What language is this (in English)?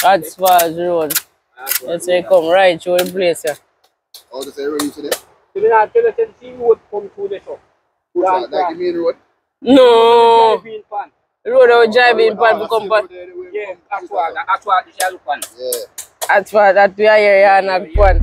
Jamaican Creole English